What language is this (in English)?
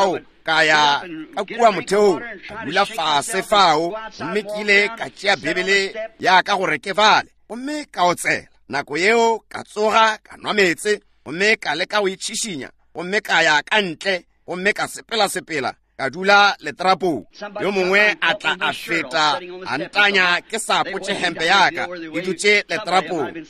Northern Sotho